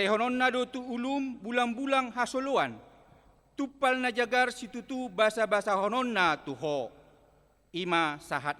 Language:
Batak Toba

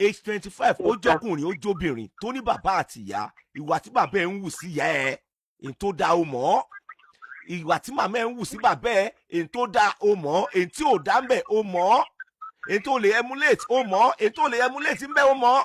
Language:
Yoruba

